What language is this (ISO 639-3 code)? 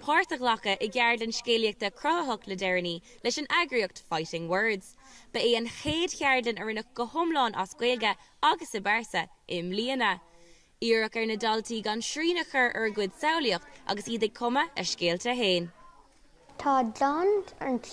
gle